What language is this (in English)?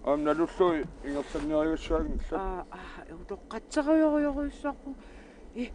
Kalaallisut